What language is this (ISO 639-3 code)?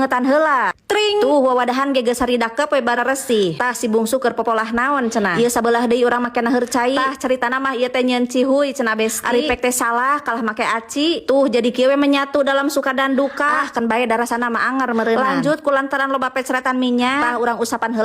sun